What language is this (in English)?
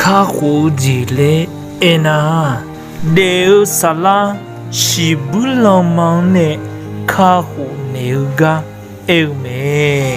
Akha